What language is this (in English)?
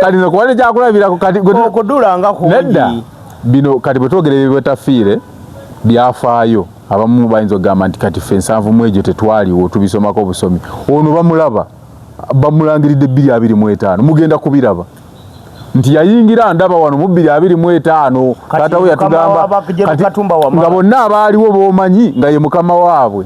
Ganda